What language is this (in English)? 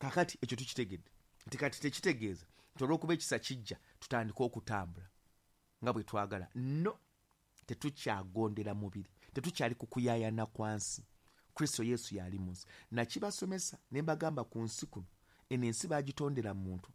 Ganda